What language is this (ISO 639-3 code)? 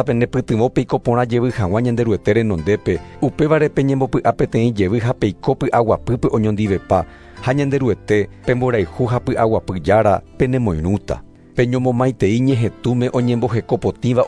grn